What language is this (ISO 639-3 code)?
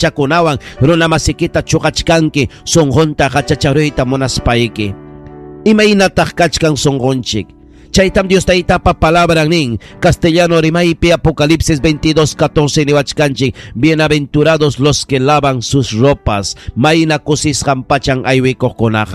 quy